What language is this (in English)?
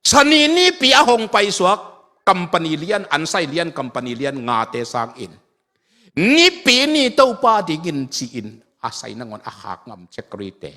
Tedim Chin